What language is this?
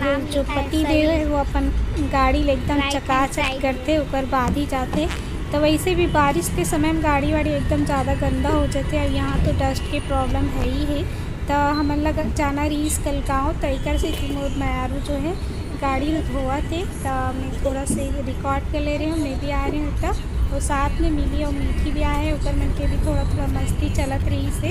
Chhattisgarhi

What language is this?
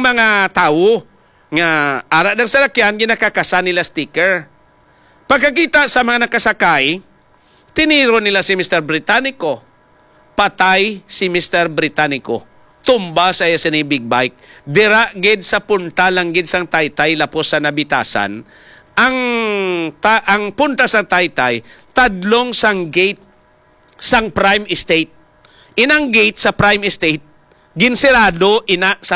Hiligaynon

